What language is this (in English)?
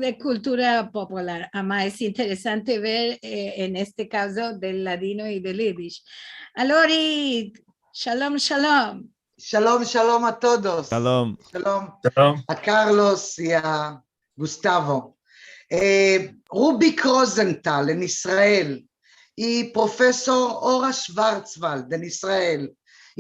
Ladino